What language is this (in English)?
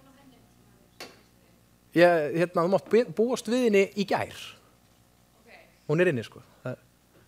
Icelandic